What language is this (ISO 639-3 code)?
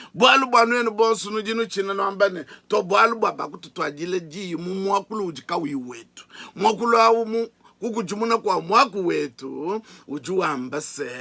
lua